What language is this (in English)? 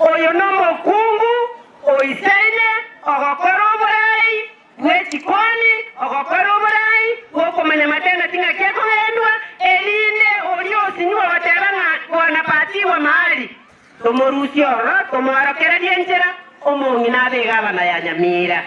Gusii